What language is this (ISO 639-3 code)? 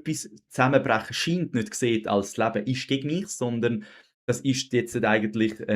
gsw